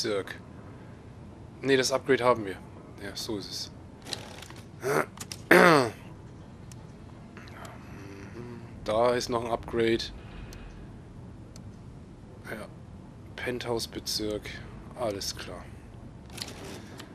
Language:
German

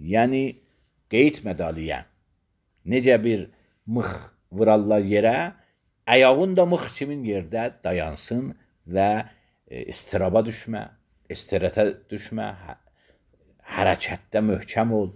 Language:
Azerbaijani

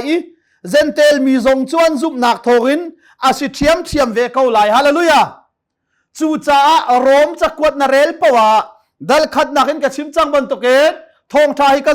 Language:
Hakha Chin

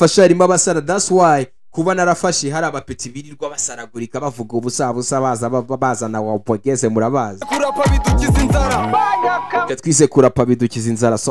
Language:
Kinyarwanda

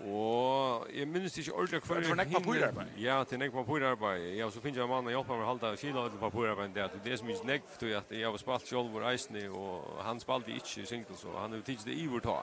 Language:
Faroese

